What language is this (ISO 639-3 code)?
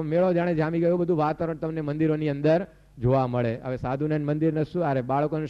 guj